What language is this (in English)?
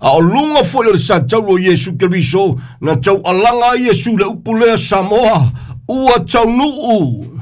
Samoan